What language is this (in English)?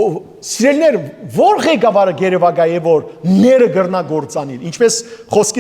Western Armenian